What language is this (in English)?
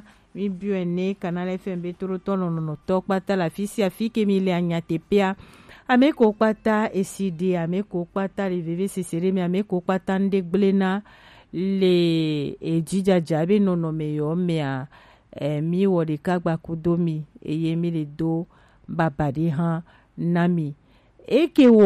Gen